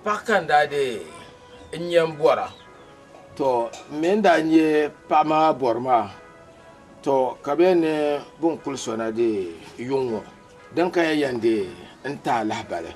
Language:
Dagbani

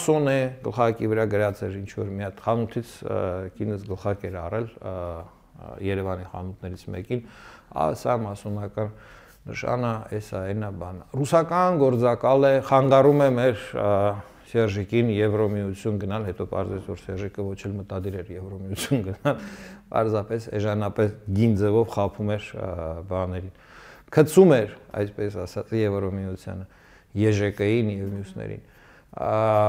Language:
Armenian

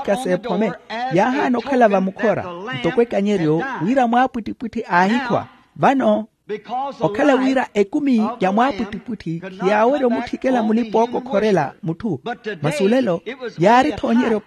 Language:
Makhuwa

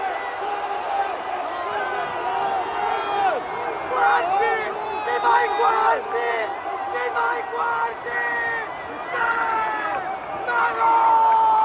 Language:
Italian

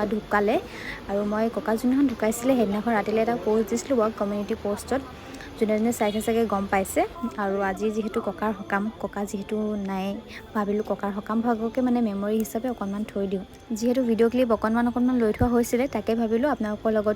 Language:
Assamese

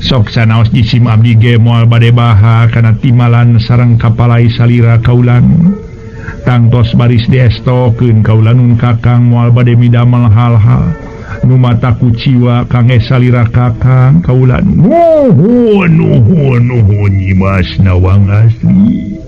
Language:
Sundanese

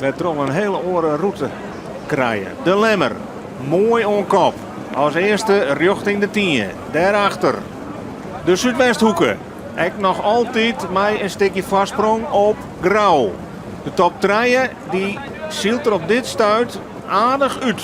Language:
Western Frisian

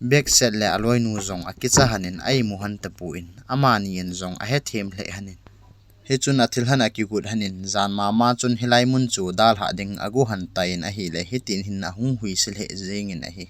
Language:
Thado Chin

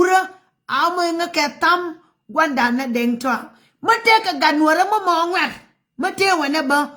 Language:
Nuer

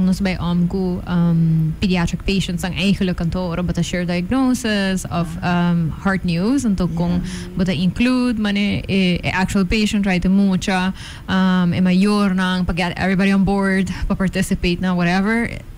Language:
Papiamento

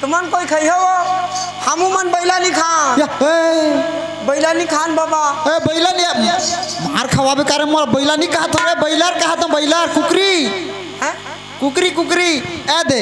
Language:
Chhattisgarhi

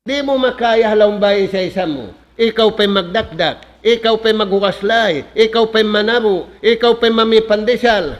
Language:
Tausug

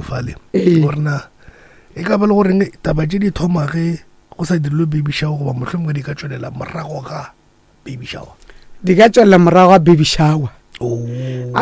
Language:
Northern Sotho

